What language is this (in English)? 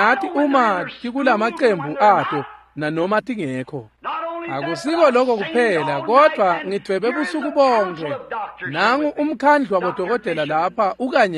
Swati